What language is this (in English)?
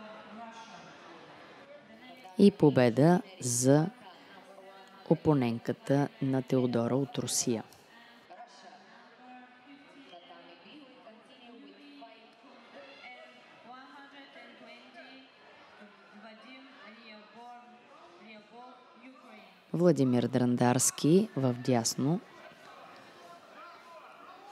Bulgarian